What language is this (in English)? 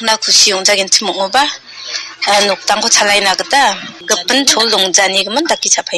Garo